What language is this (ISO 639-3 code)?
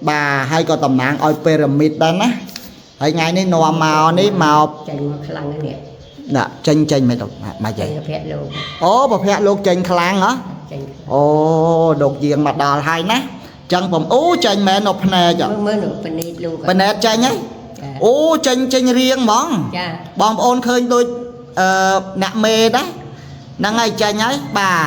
khm